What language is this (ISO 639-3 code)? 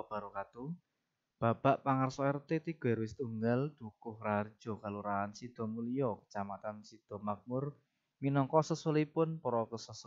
jav